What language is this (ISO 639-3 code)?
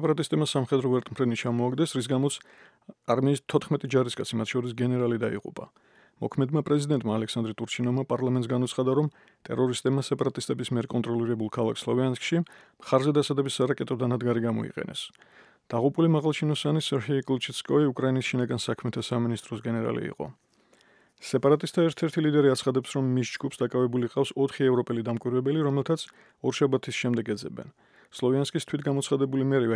kat